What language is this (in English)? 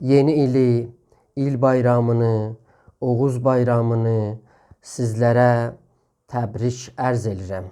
South Azerbaijani